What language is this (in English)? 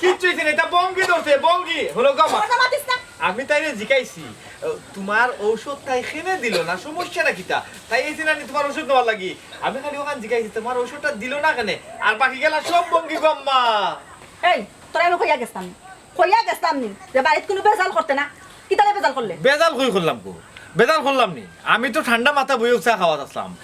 Sylheti